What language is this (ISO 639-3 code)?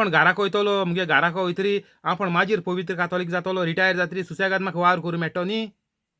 kok